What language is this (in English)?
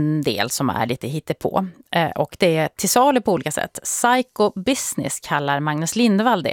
Swedish